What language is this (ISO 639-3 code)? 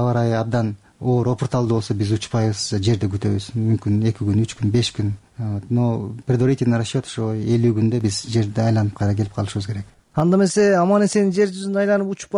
kir